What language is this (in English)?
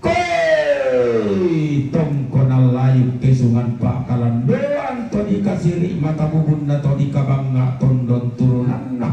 Toraja-Sa'dan